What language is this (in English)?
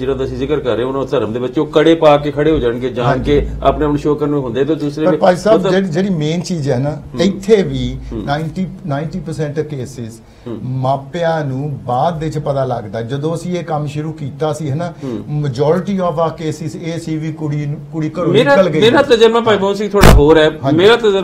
Punjabi